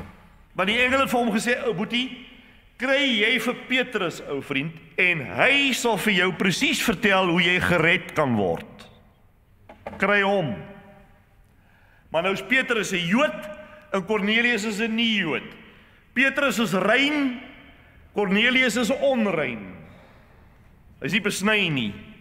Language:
Afrikaans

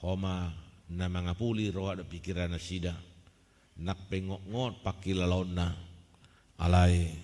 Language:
Batak Toba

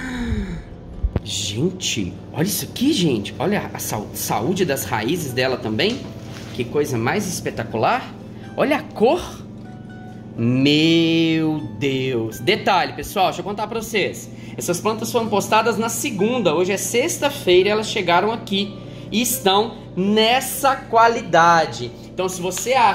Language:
Portuguese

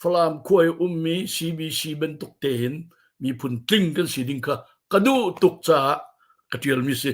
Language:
Hakha Chin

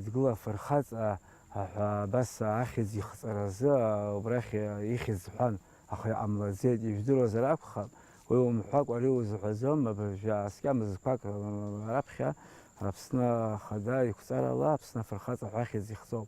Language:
Abkhazian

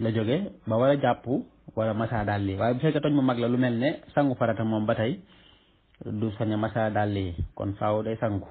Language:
Wolof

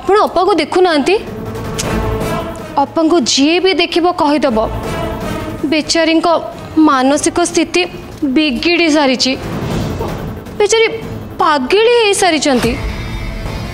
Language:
Odia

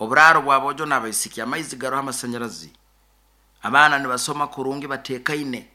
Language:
Nyoro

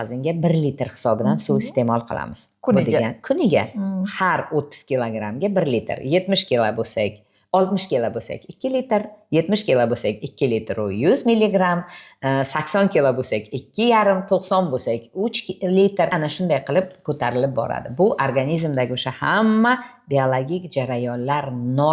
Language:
Uzbek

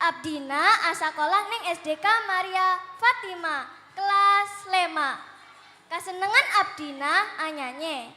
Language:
Madurese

